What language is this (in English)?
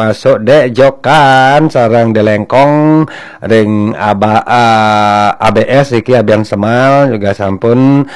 Balinese